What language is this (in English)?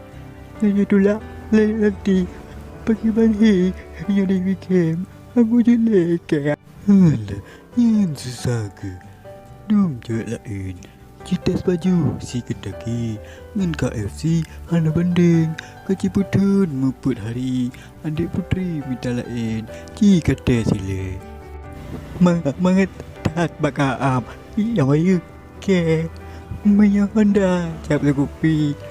Achinese